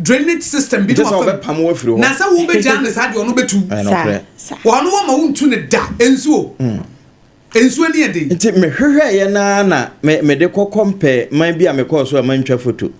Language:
Akan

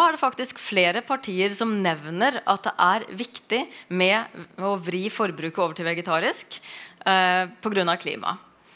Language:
Norwegian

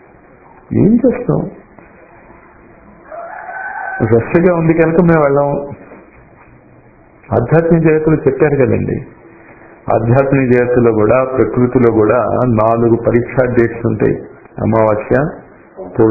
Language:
Telugu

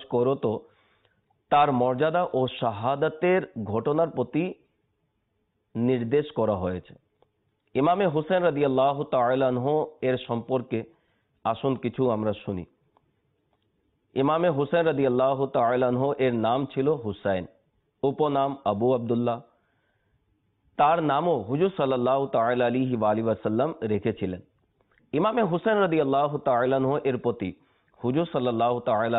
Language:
Bangla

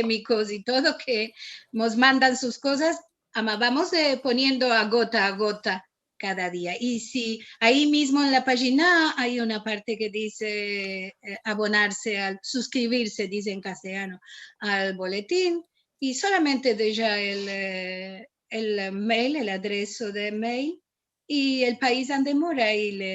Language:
Ladino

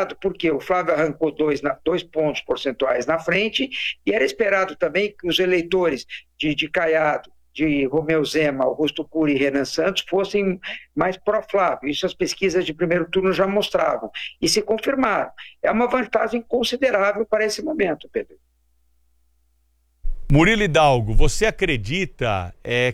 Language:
Portuguese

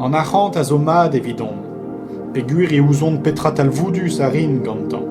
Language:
Breton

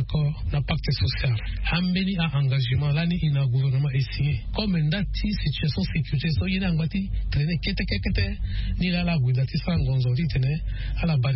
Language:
Sango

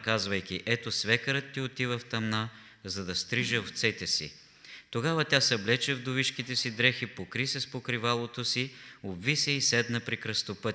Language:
Bulgarian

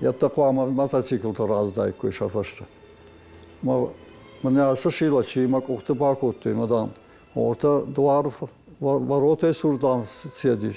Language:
Ossetic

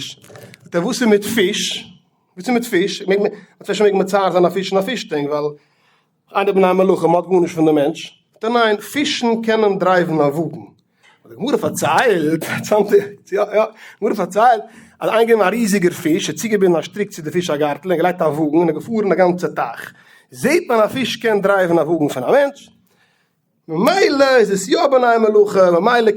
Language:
Yiddish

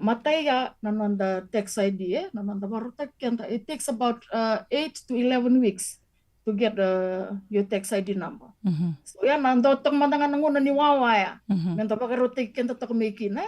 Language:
Fijian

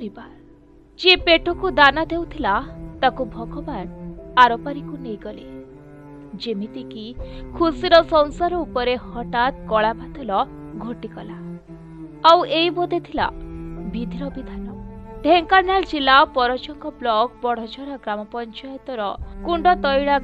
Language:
Odia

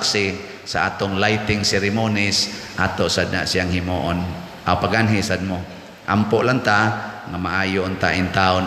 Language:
Cebuano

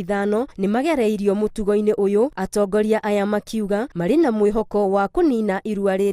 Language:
Kikuyu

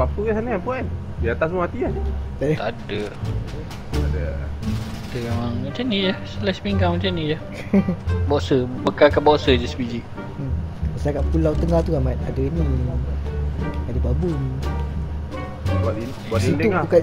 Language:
Malay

